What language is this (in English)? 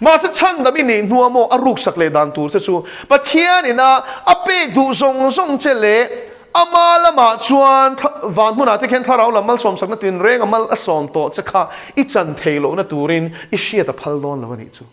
Mizo